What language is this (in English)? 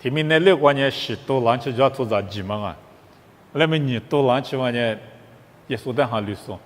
Lisu